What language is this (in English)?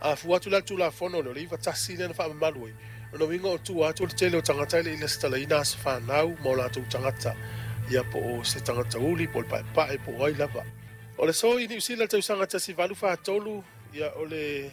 Samoan